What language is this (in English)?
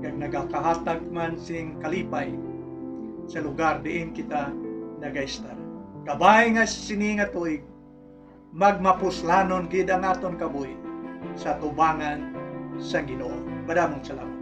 Hiligaynon